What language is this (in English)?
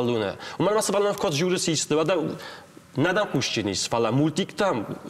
Ossetic